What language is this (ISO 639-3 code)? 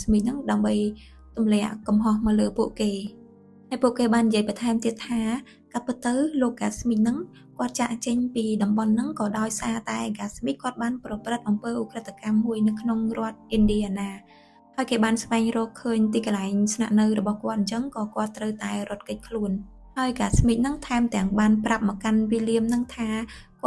khm